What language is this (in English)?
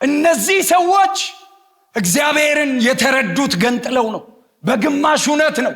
Amharic